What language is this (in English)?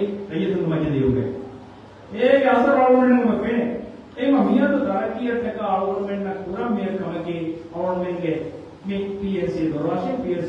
Divehi